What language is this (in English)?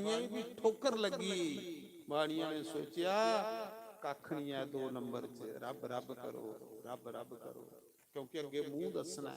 Dogri